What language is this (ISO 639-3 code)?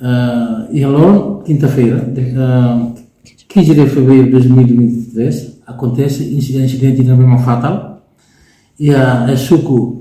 tet